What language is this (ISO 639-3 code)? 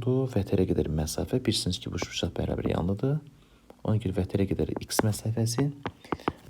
aze